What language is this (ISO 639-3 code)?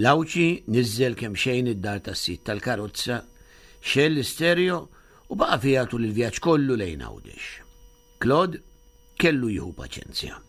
mlt